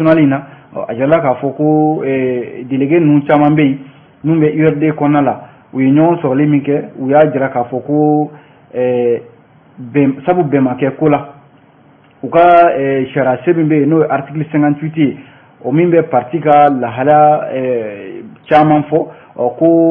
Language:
Bambara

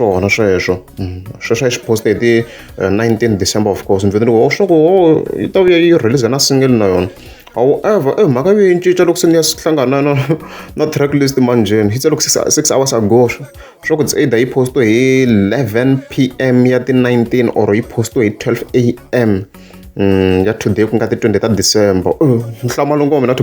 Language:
Tsonga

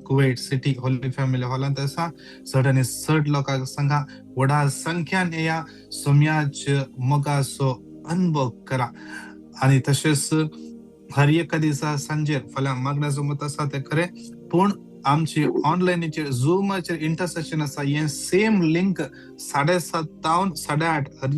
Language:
Konkani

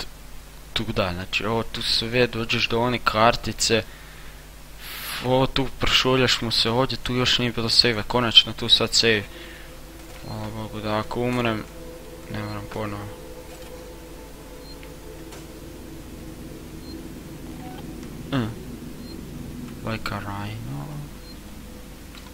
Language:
Croatian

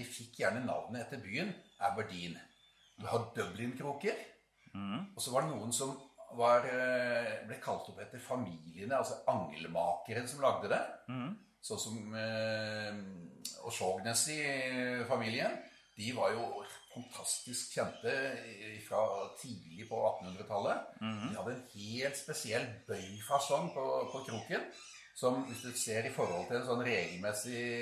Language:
Norwegian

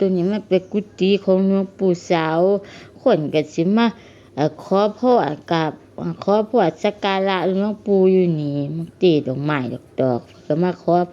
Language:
Lao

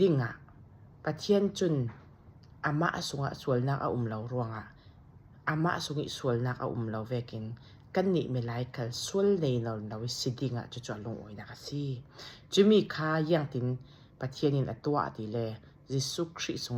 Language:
Falam Chin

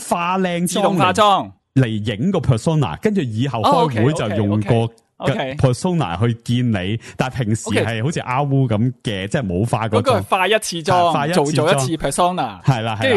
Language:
Cantonese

